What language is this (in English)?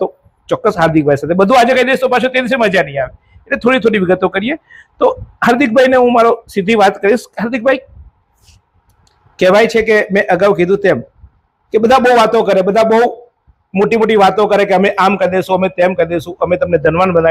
Gujarati